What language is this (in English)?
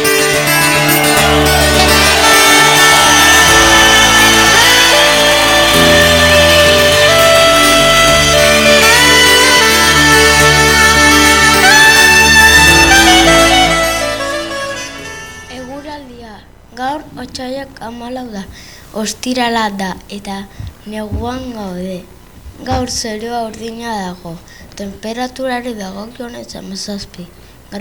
Basque